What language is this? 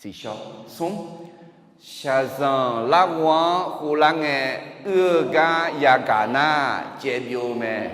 Akha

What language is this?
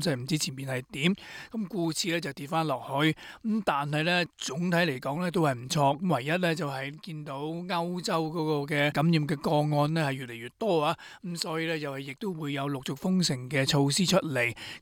Cantonese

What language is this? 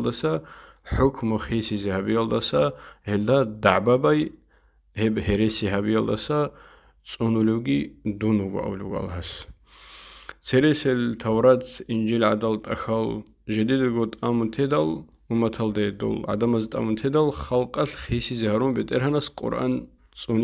Avaric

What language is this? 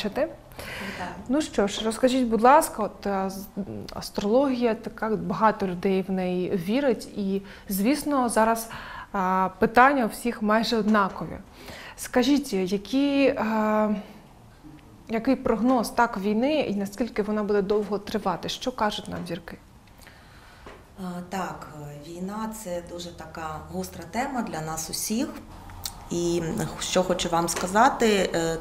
Ukrainian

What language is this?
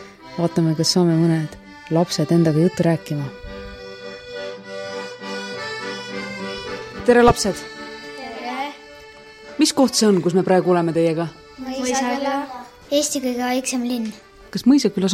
Estonian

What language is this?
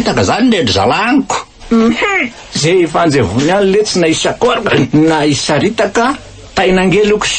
Malagasy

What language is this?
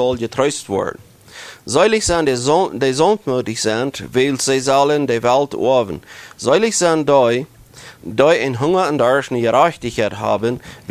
Plautdietsch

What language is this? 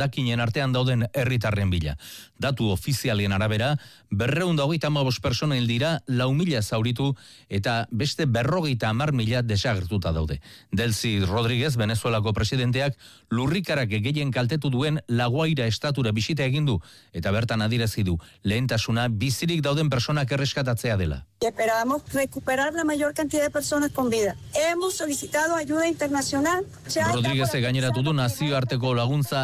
Basque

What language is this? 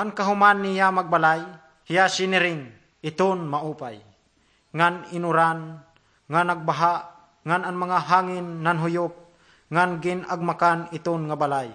Waray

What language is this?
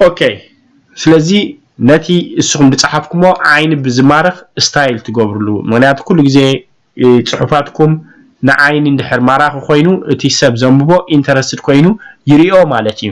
Tigrinya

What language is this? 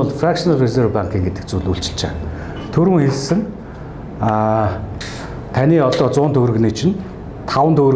Mongolian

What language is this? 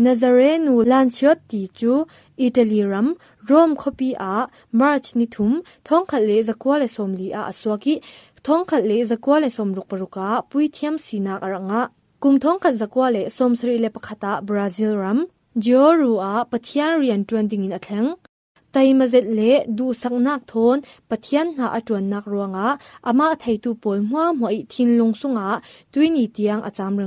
Falam Chin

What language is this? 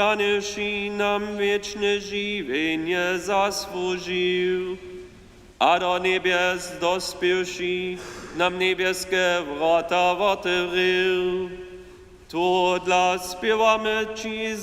Upper Sorbian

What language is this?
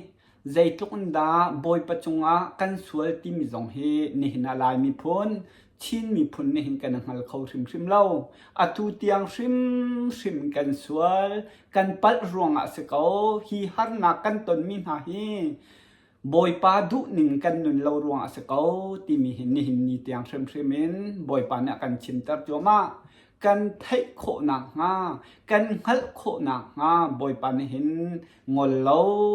Hakha Chin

